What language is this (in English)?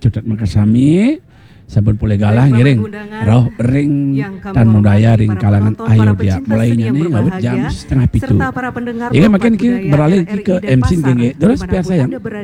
Balinese